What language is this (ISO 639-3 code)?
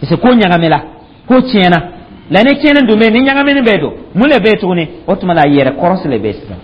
dyu